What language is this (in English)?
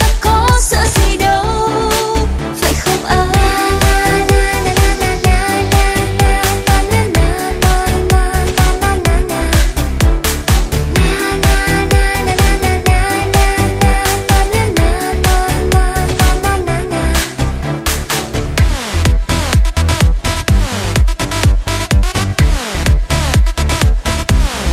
Vietnamese